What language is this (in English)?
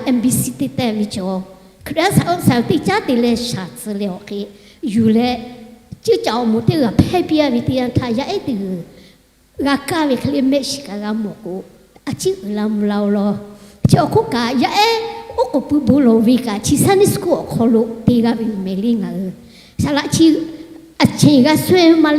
Lahu